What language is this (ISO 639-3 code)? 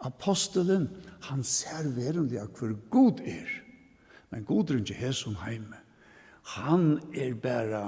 fao